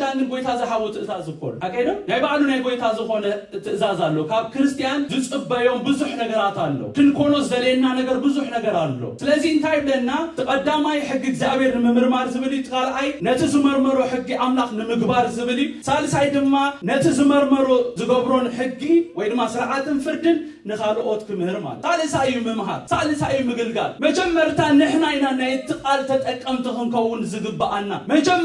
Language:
Tigrinya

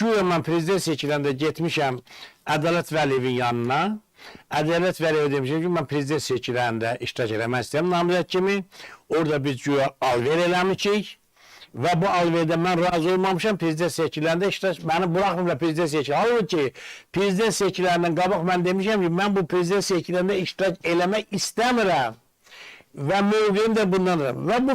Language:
Azerbaijani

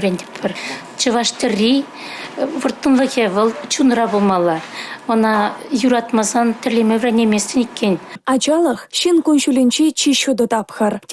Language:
Chuvash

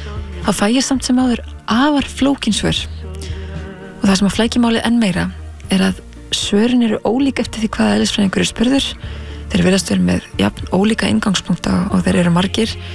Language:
Icelandic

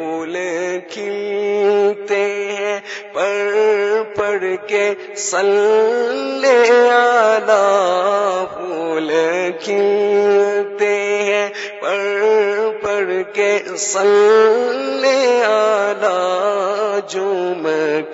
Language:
Urdu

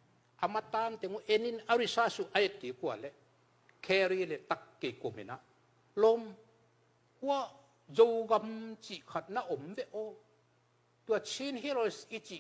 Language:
Tedim Chin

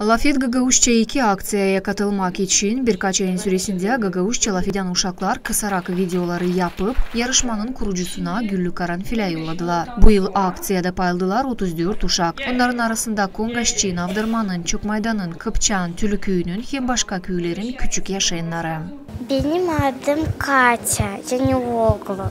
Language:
Gagauz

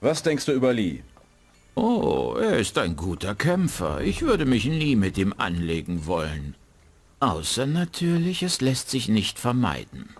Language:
Bavarian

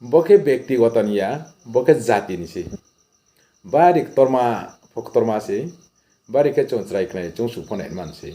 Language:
Riang (India)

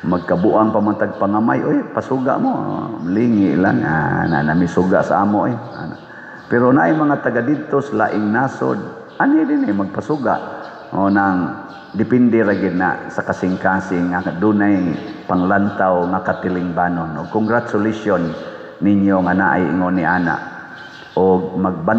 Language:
Cebuano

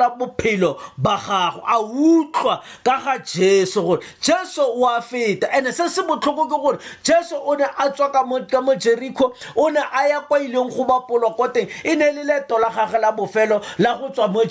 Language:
Tswana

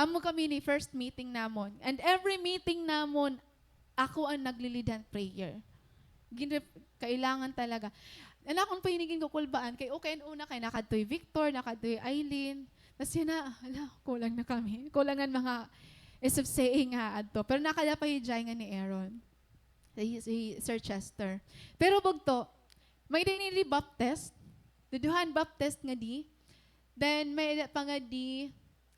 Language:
Waray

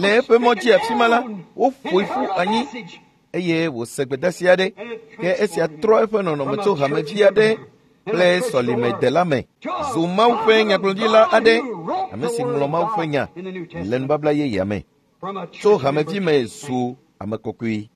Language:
Ewe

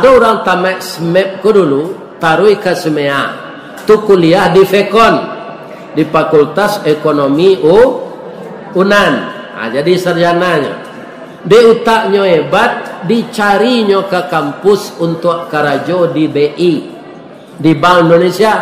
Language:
Minangkabau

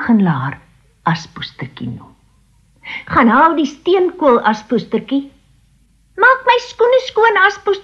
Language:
Afrikaans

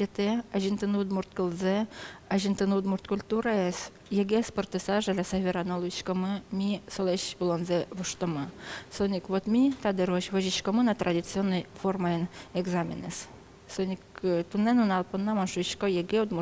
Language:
Udmurt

